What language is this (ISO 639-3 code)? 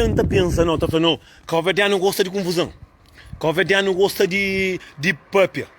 kea